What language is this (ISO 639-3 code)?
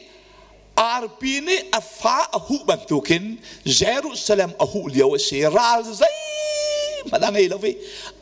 cnh